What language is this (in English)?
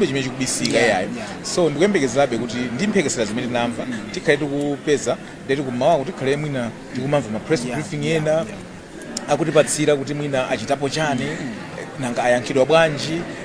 Nyanja